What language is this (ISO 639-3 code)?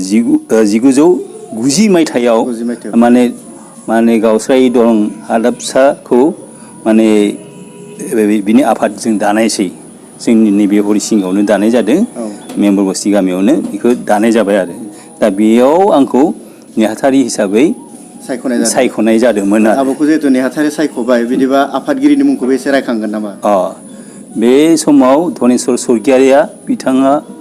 brx